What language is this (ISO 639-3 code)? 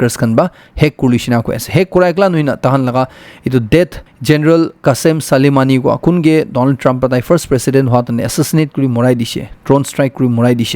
nag